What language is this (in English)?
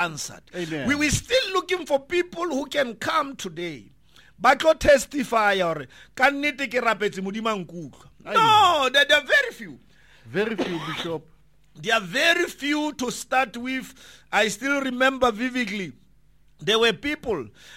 English